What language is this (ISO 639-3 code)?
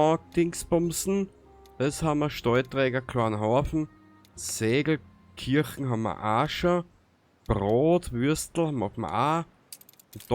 bar